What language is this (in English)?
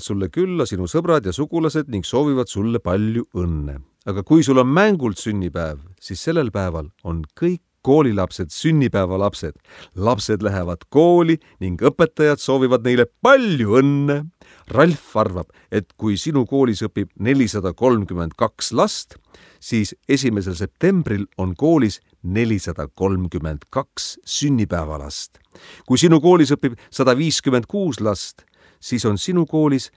Estonian